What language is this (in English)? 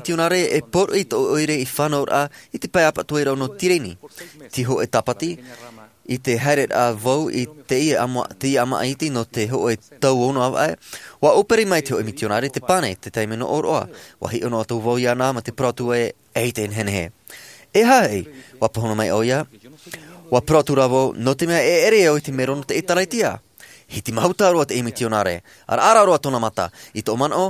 Tahitian